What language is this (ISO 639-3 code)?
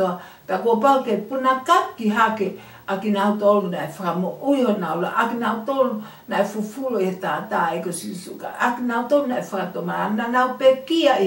ton